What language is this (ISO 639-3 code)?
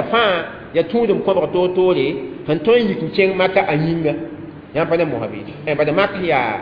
mos